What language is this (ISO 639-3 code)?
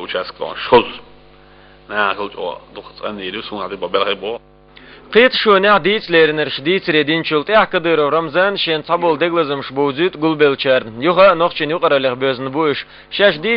che